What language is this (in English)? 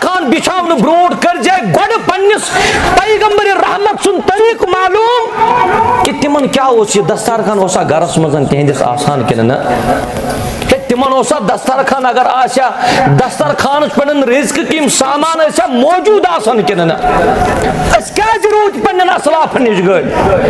Kashmiri